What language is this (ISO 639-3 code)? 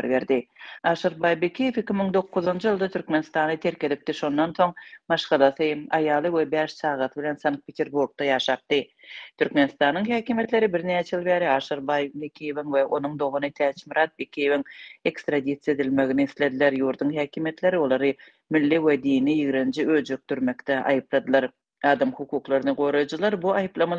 tuk